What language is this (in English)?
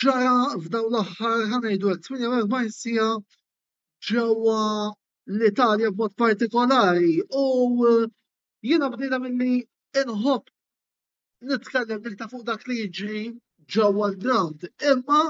Maltese